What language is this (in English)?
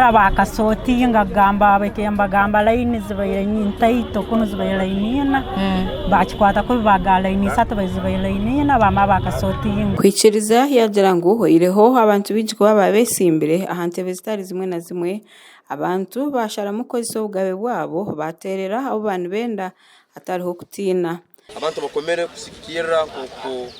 Nyankole